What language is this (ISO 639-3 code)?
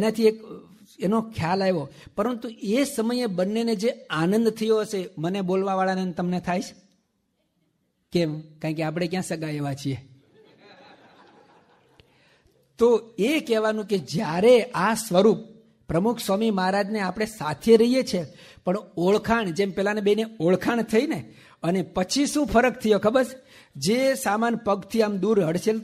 guj